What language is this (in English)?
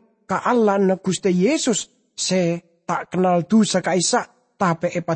Madurese